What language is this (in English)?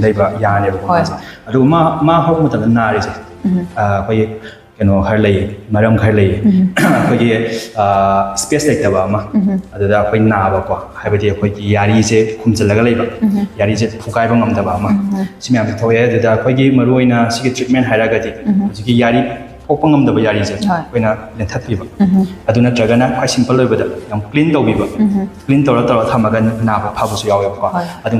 Manipuri